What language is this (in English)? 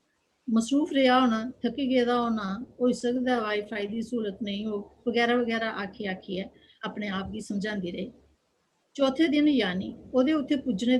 Dogri